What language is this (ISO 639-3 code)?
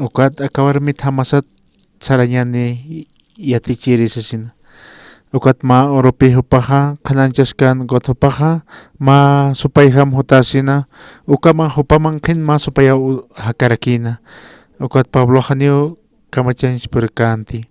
aym